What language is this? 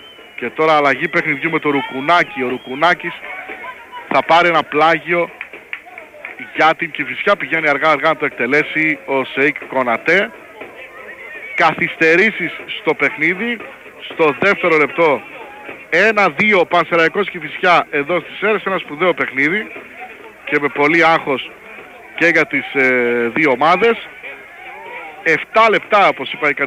Greek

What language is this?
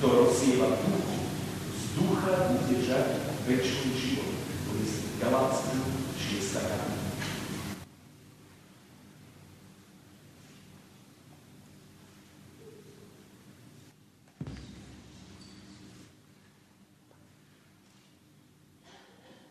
Slovak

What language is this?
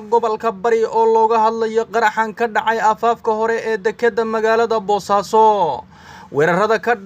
Somali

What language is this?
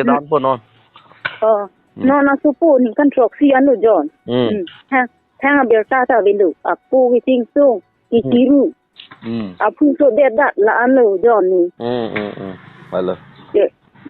Karbi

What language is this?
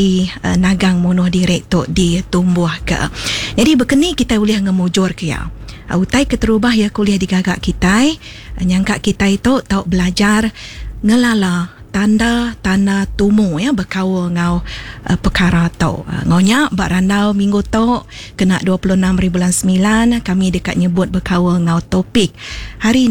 Iban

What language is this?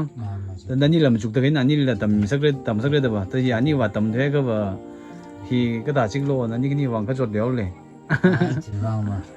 Tangkhul Naga (India)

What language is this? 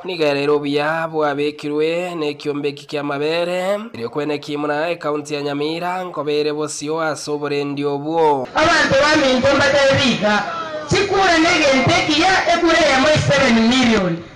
Gusii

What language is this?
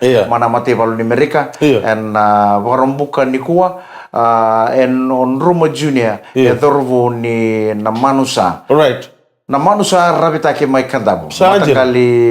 Fijian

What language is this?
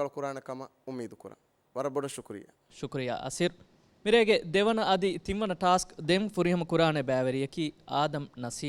Divehi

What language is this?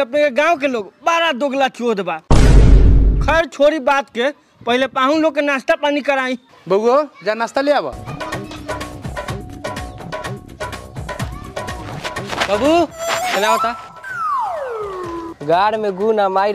Bhojpuri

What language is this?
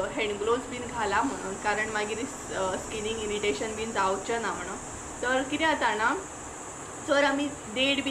Konkani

